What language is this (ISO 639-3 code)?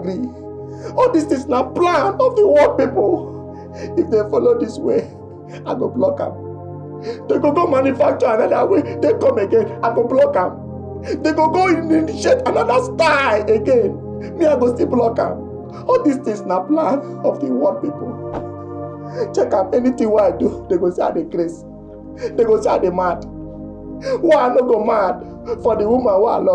pcm